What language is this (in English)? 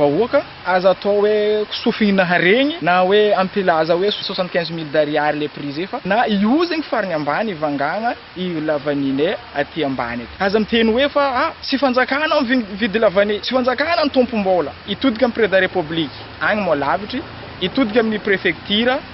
Malagasy